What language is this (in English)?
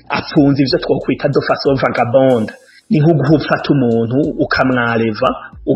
Rundi